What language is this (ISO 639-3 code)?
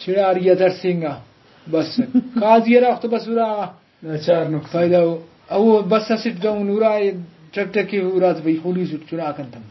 brh